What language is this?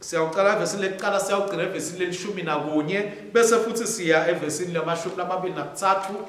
Swati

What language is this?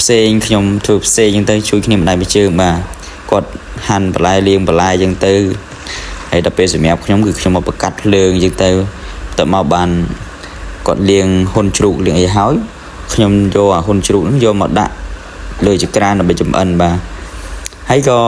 Khmer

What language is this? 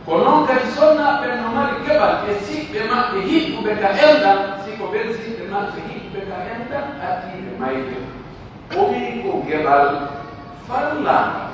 Pular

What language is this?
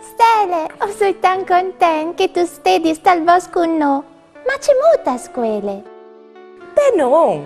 Friulian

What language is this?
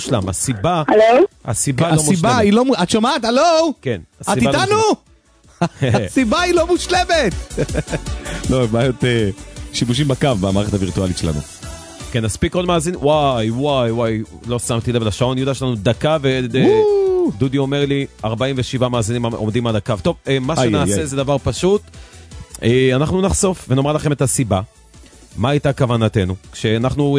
Hebrew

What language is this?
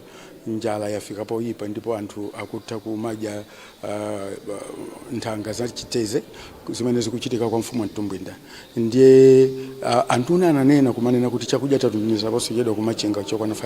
Nyanja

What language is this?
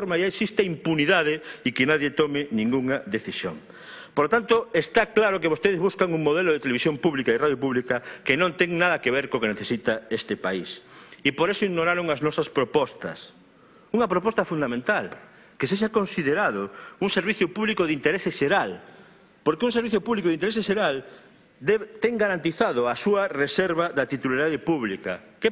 Galician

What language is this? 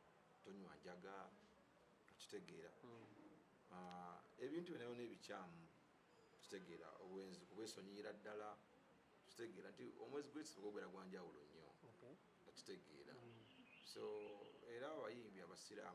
Ganda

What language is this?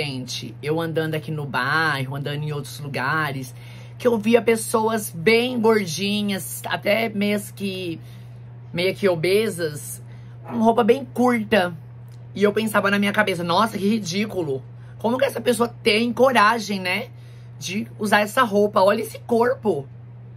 Portuguese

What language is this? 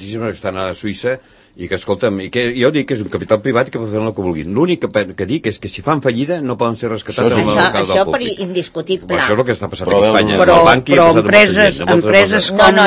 Catalan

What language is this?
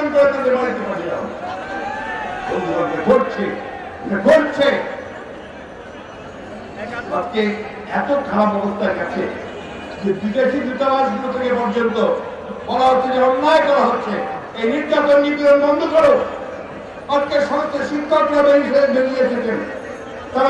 Bangla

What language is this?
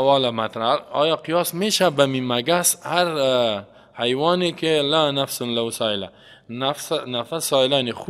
Persian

